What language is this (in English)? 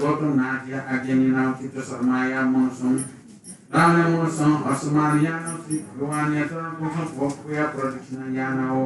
Newari